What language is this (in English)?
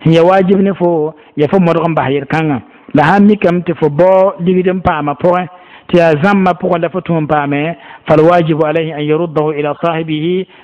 Mossi